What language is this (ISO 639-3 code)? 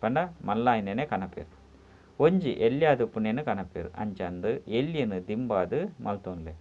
tcy